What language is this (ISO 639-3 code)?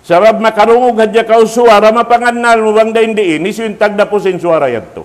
tsg